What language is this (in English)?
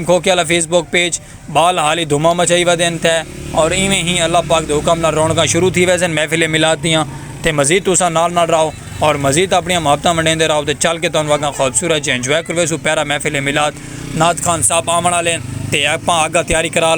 Saraiki